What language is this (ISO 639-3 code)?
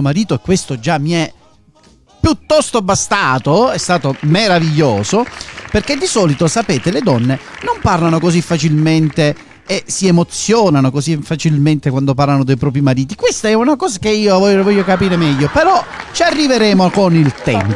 ita